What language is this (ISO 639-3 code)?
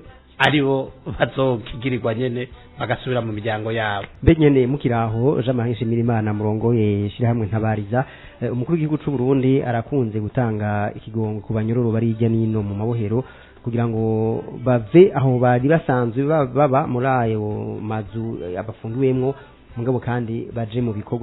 run